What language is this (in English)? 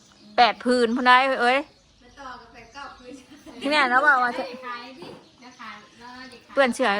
Northeastern Thai